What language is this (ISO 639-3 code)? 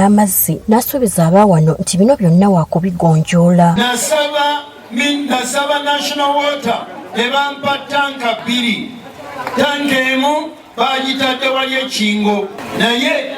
lug